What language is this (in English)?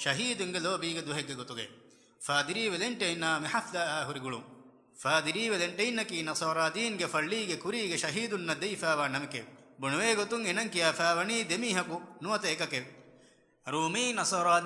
Divehi